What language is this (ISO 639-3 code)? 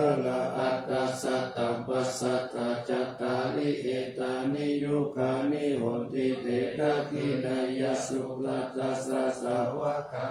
pli